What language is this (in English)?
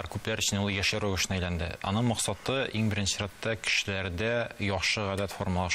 Tatar